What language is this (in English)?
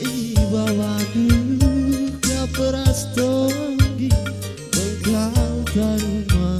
Batak Karo